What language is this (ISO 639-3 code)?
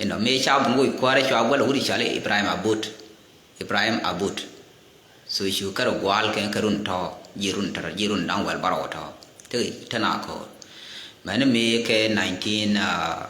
nus